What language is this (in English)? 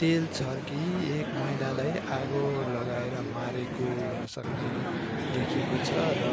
Nepali